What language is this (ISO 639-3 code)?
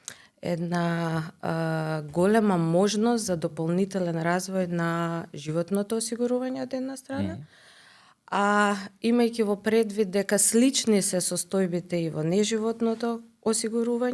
mkd